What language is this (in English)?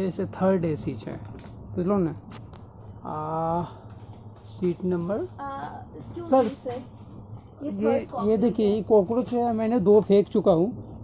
Maithili